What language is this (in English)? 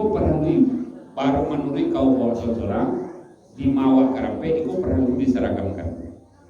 Minangkabau